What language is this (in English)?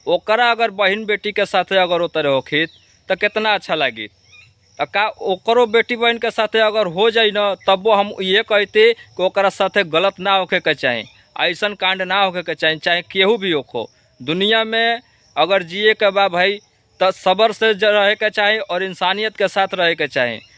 Bhojpuri